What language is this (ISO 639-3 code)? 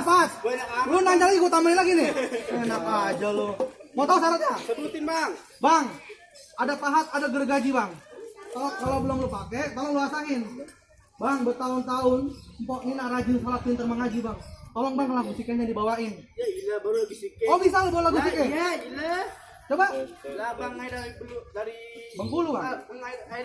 bew